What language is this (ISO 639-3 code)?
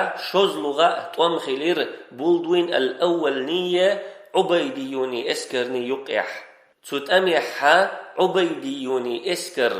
che